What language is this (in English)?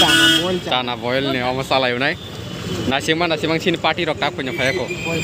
Kok Borok